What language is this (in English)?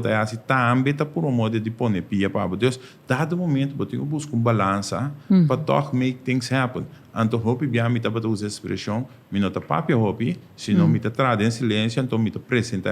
Papiamento